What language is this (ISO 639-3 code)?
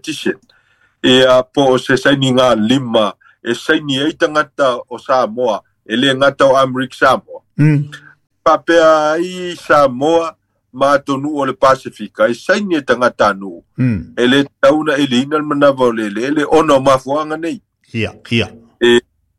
smo